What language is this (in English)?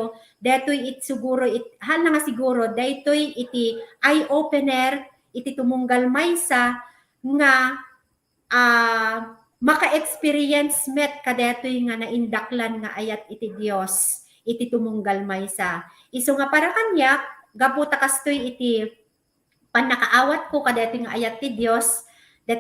Iloko